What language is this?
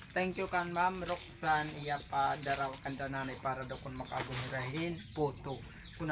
Waray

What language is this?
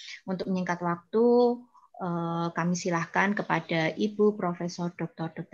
Indonesian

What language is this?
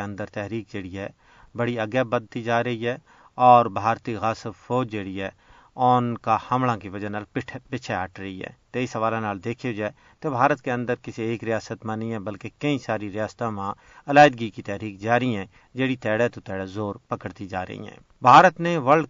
Gujari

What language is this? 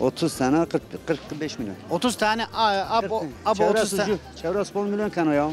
Zaza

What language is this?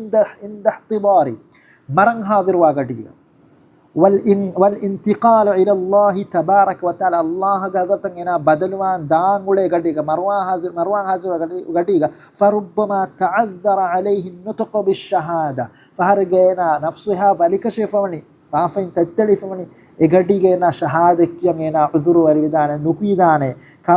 Divehi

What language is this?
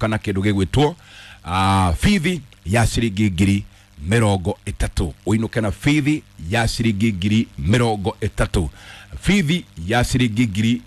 Kikuyu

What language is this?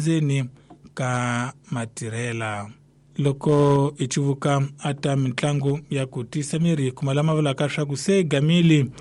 Tsonga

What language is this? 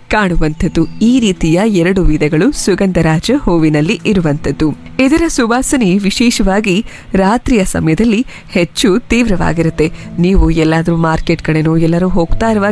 Kannada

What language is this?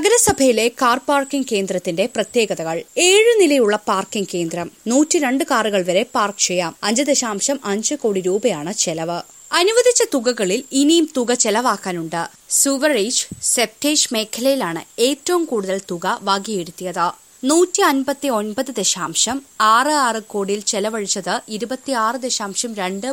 Malayalam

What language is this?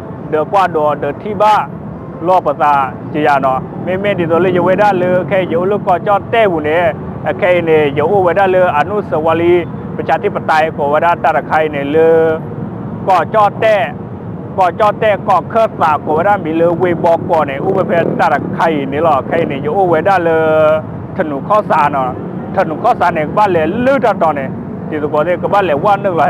S'gaw Karen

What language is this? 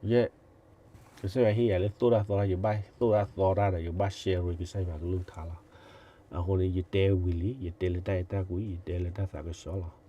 S'gaw Karen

